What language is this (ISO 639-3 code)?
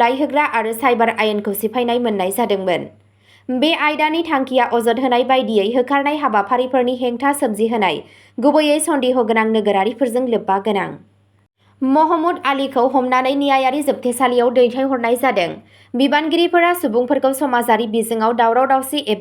brx